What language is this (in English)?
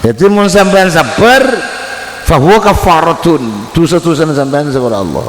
Madurese